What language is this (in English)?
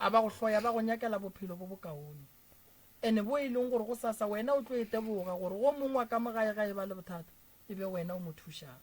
Northern Sotho